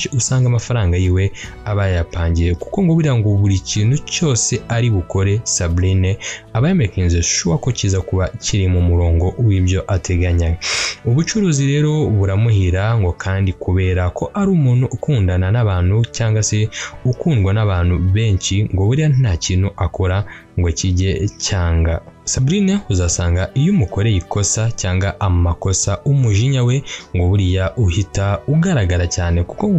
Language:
Kinyarwanda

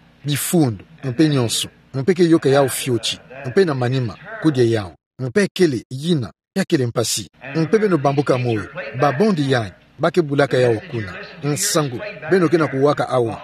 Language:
Kituba (Democratic Republic of Congo)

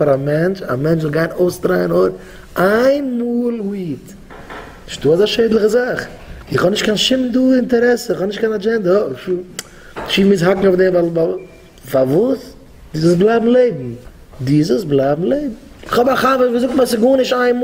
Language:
Yiddish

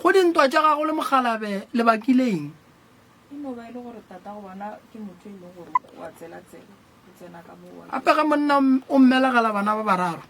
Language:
Northern Sotho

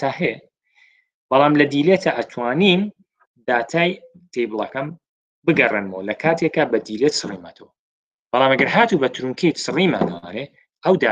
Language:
Central Kurdish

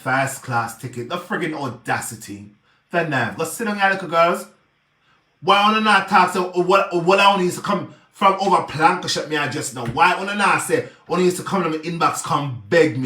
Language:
Jamaican Creole English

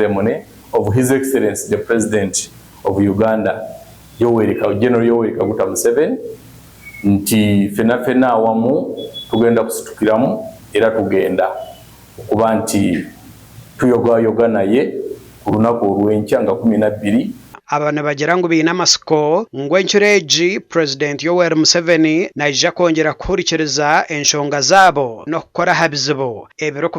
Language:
Nyankole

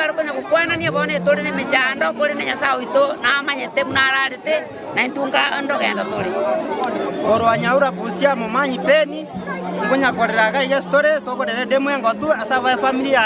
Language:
Gusii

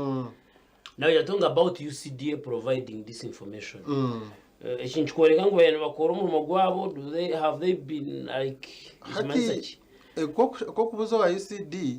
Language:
Nyankole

